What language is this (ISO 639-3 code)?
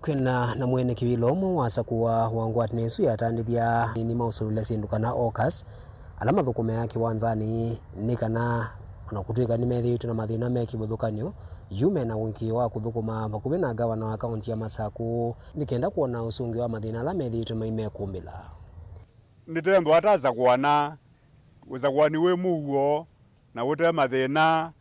kam